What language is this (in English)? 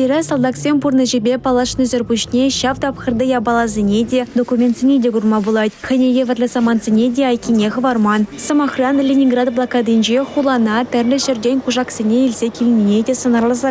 Chuvash